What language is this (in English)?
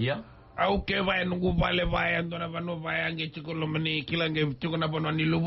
Fijian